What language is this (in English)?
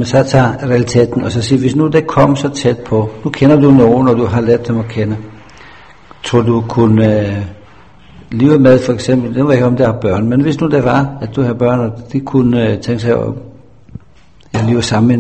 Danish